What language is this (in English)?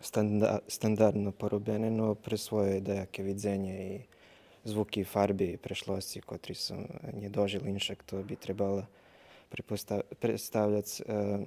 Rusyn